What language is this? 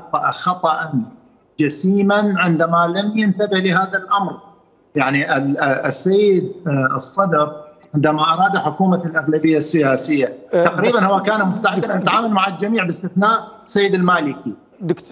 Mesopotamian Arabic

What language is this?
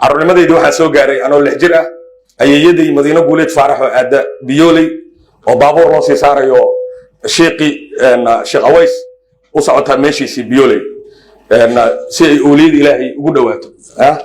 Somali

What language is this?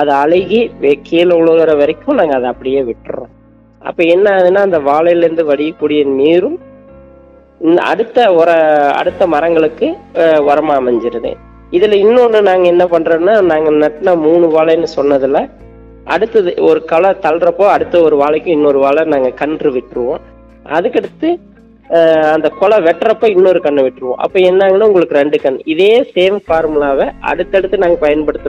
Tamil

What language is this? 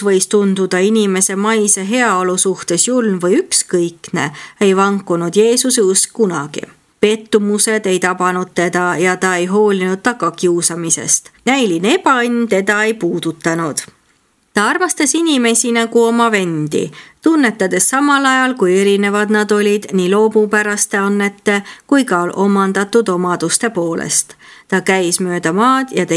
Estonian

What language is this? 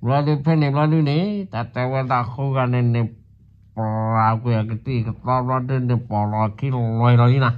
S'gaw Karen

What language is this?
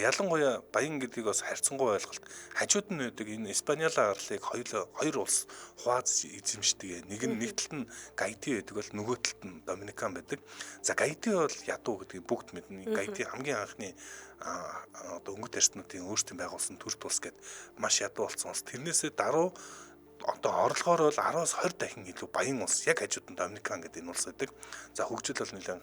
Mongolian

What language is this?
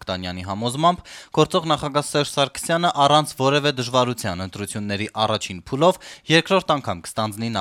Armenian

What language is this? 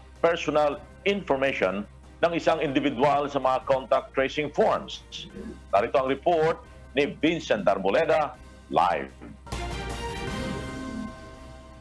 Filipino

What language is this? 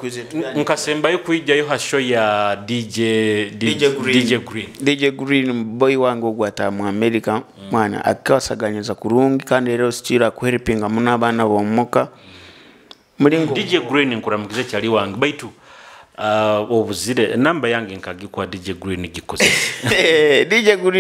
Nyoro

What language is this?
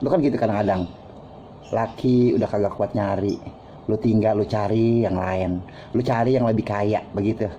Betawi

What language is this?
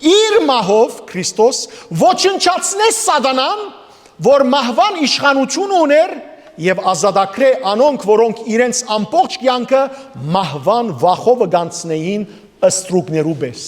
Western Armenian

